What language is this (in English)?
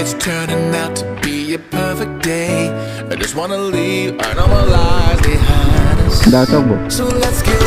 Karbi